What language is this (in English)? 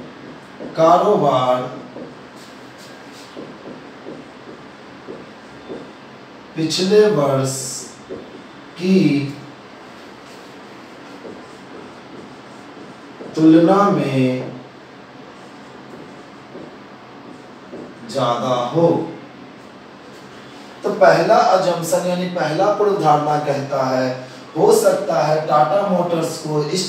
Hindi